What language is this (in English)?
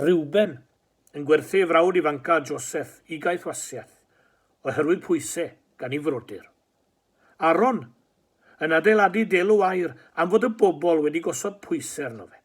Welsh